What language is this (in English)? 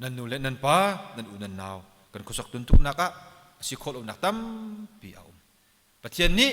Hakha Chin